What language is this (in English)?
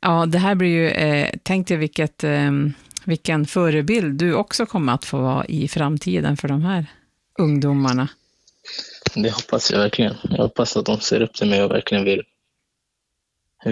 Swedish